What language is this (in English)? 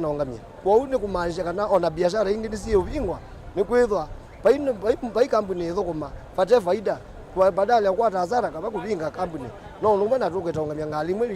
Kamba